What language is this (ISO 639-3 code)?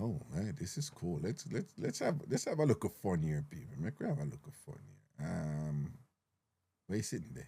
jam